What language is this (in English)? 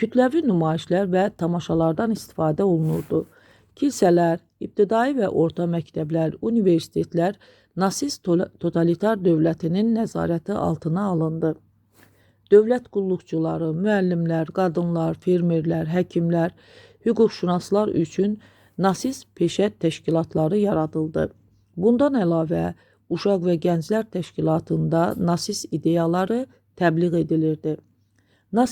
Azerbaijani